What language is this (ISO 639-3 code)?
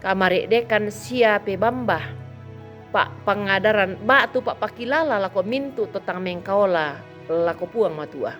sda